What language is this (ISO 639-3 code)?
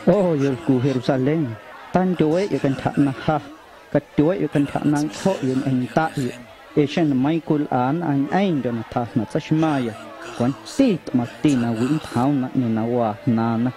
amu